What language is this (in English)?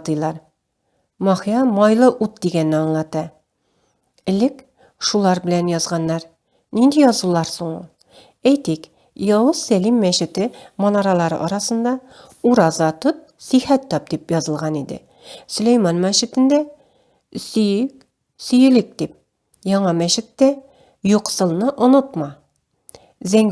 Tatar